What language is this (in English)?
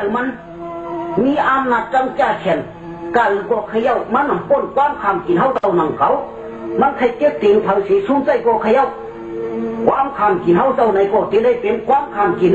Shan